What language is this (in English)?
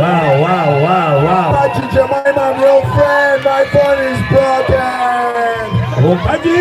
Soga